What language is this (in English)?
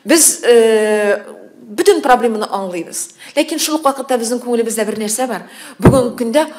Tatar